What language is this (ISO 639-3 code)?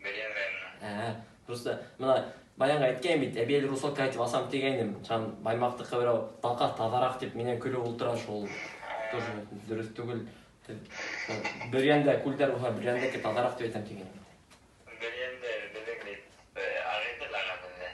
bak